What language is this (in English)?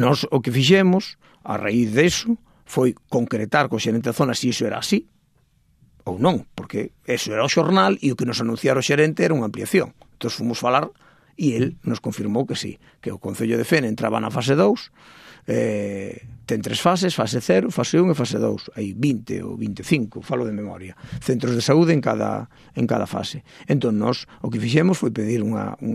Galician